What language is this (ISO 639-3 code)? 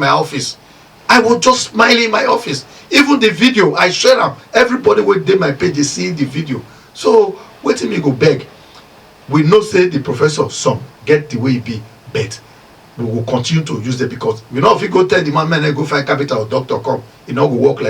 pcm